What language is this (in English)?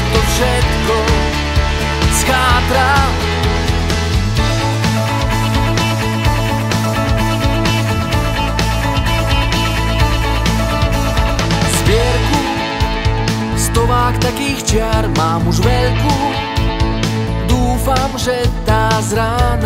Slovak